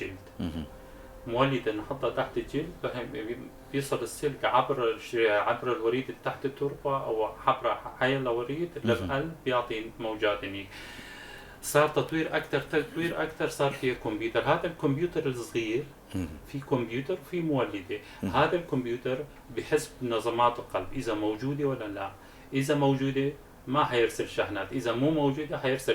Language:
North Levantine Arabic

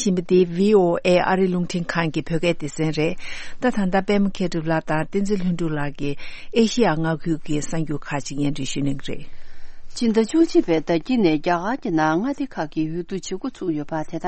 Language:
Tibetan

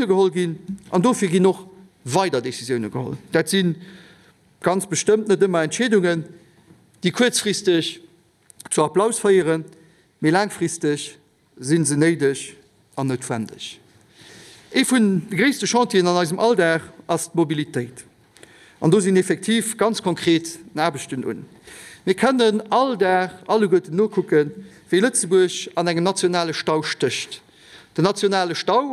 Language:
Luxembourgish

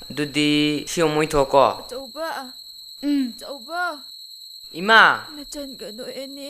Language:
Manipuri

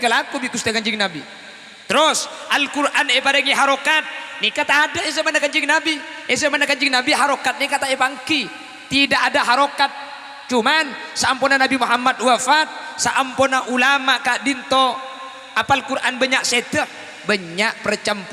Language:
Madurese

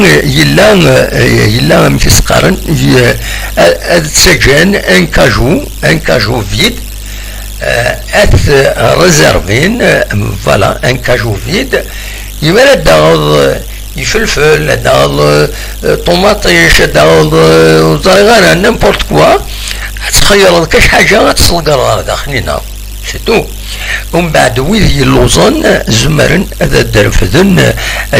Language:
Kabyle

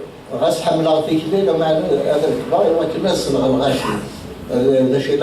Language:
Kabyle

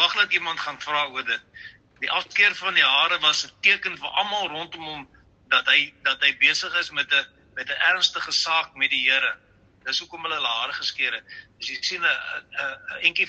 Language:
Afrikaans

